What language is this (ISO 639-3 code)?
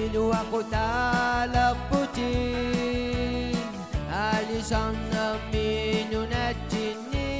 kal